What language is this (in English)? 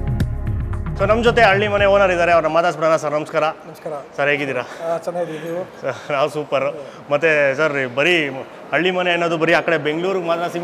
Kannada